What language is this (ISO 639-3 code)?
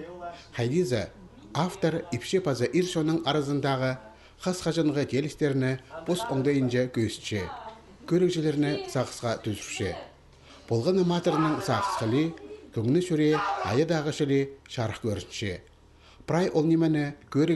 kjh